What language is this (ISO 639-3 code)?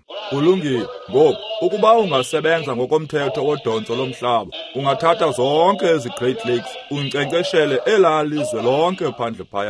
xho